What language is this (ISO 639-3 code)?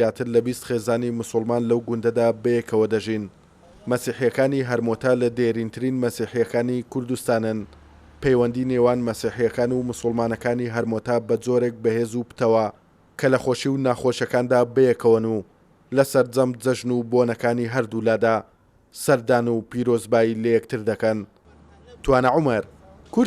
ckb